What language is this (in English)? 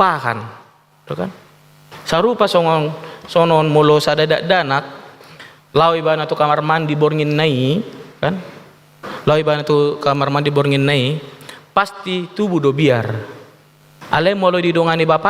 Batak Toba